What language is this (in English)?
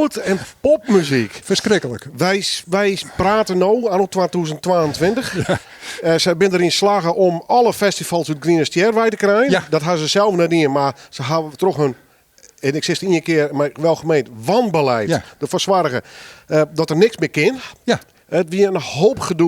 Western Frisian